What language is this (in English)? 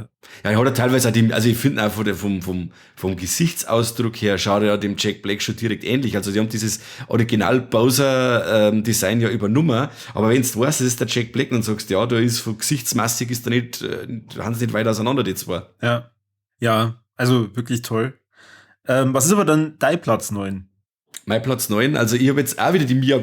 Bavarian